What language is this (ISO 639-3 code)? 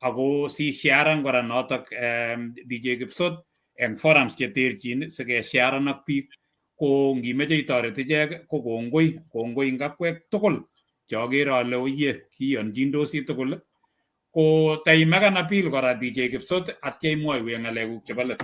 kln